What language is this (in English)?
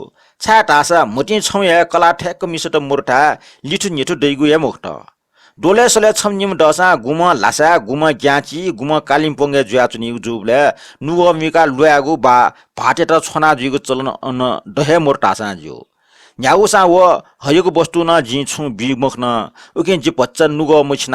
Newari